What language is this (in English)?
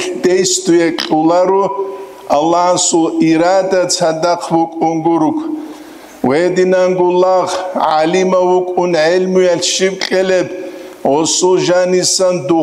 Avaric